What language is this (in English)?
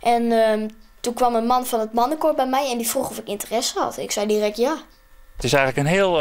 Western Frisian